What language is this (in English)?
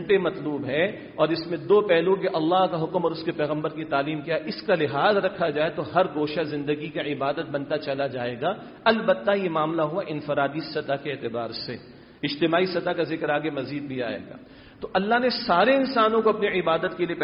Urdu